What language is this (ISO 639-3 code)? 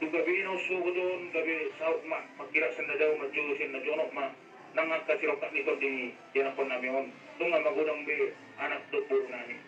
bbc